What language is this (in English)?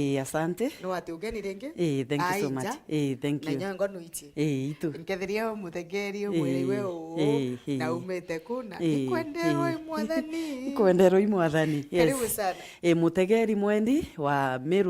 Meru